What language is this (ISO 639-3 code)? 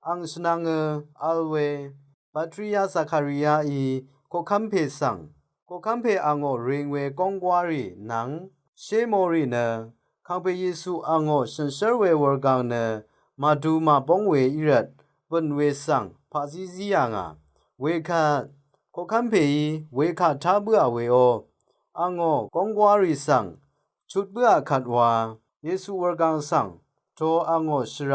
raw